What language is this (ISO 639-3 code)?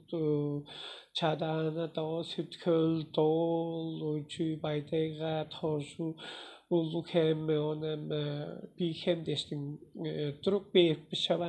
tyv